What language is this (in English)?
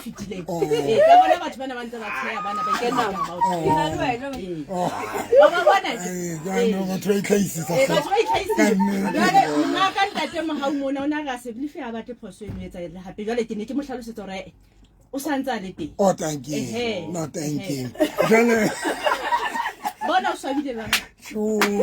Southern Sotho